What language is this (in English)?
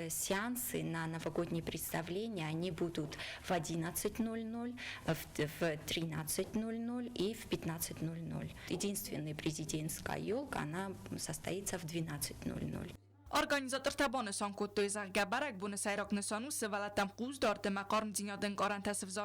Ossetic